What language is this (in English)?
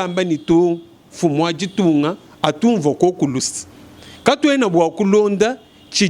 Luba-Lulua